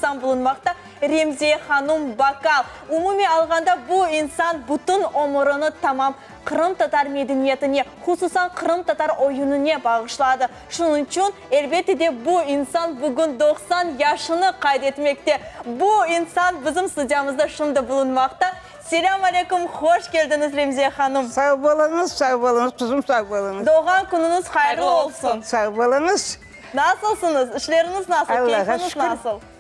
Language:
Crimean Tatar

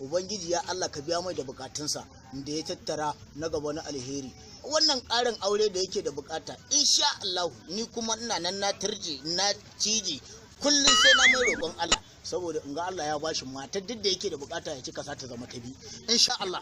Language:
Hausa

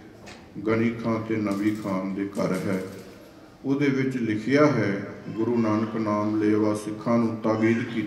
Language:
Punjabi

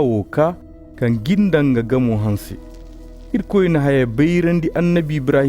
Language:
Zarma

